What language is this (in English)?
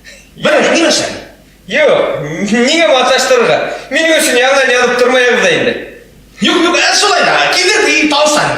Bashkir